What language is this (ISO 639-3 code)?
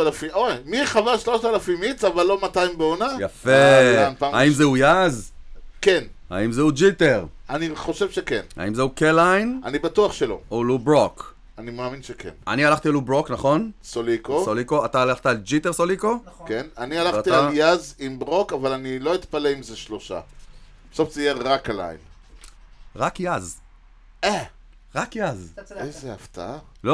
heb